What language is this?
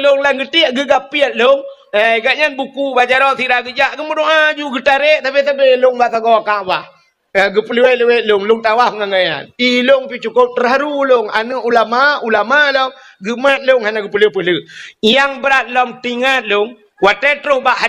Achinese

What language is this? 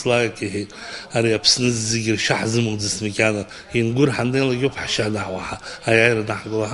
Abkhazian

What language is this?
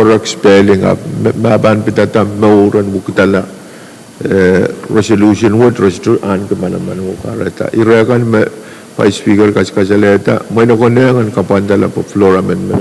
Pohnpeian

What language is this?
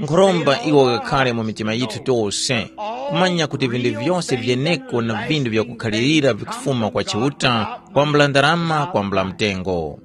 Tumbuka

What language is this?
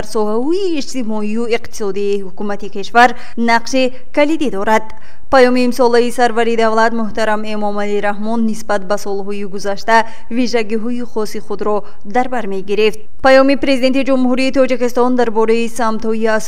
Tajik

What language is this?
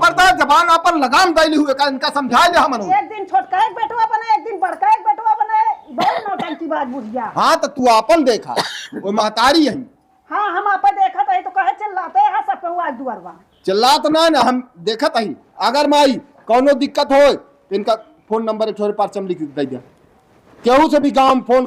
Awadhi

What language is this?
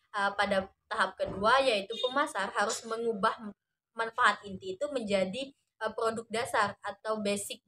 Indonesian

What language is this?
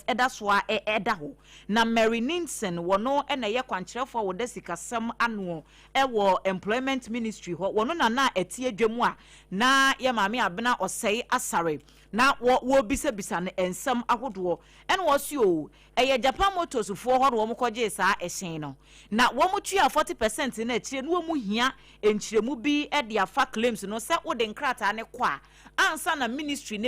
Akan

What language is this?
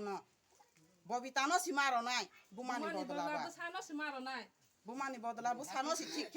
Kok Borok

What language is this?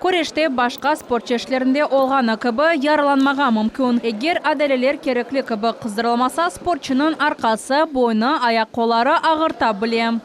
Crimean Tatar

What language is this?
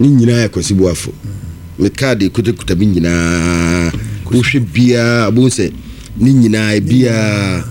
Akan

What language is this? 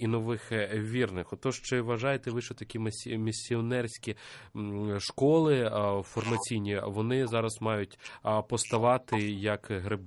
Ukrainian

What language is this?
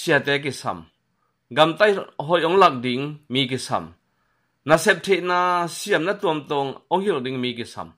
Tedim Chin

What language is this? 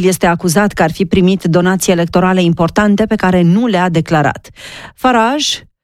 Romanian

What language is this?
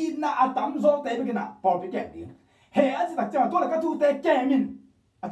Tedim Chin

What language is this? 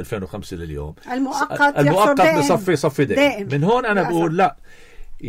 North Levantine Arabic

